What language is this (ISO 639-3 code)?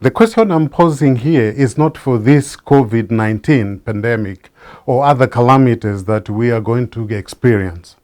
eng